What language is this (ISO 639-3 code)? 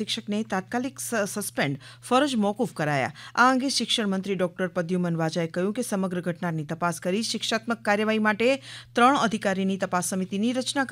guj